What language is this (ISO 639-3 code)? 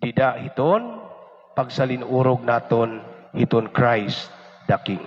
war